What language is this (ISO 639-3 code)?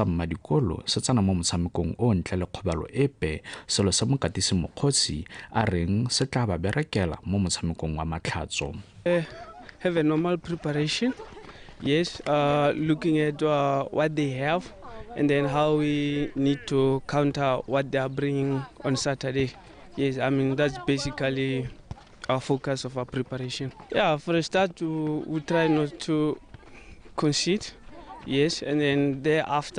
tsn